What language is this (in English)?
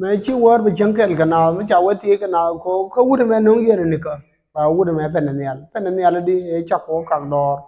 Nuer